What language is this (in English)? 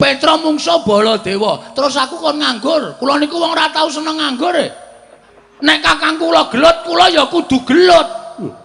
Javanese